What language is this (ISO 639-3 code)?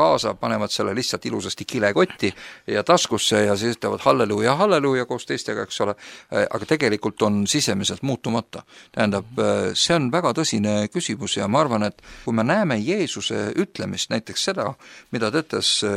est